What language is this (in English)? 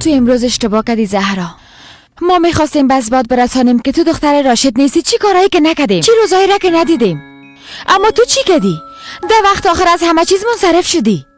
Persian